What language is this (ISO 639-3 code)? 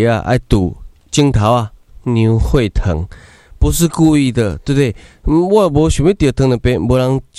nan